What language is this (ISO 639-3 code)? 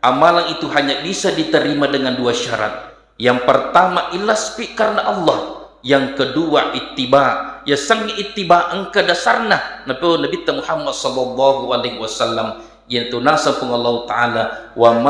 bug